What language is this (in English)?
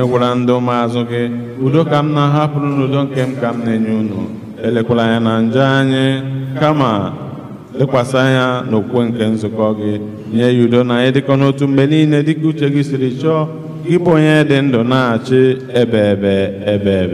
Igbo